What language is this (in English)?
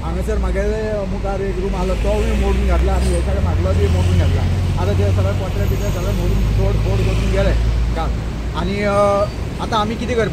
Konkani